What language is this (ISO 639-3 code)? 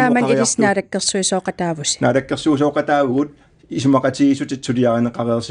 kal